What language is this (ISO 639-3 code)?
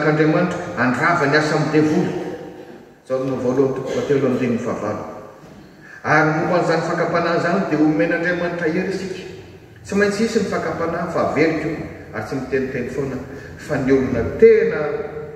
mlg